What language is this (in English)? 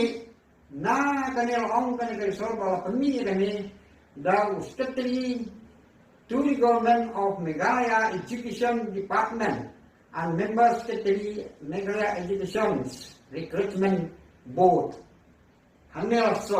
Khasi